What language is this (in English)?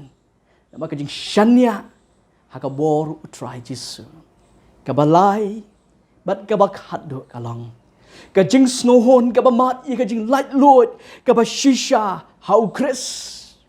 Khasi